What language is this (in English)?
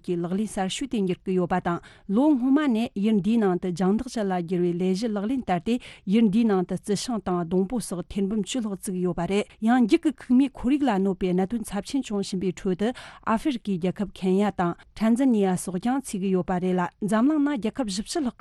Tibetan